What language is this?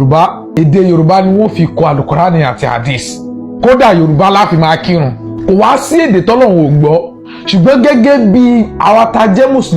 Yoruba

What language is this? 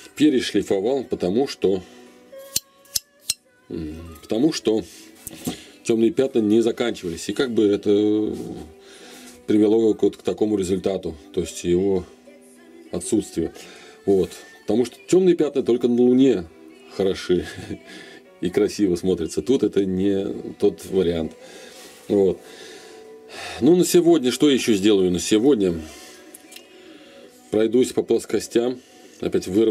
Russian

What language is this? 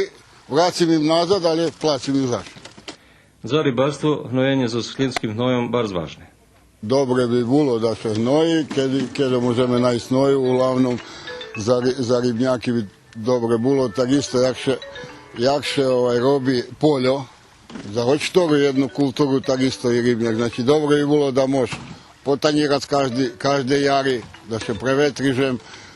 Rusyn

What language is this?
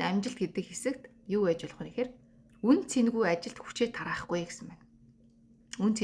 Mongolian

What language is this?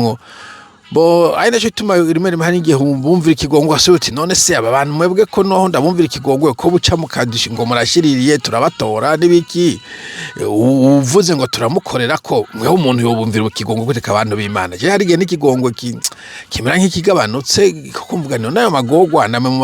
Rundi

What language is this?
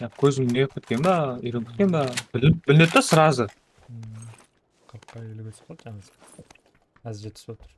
Kara-Kalpak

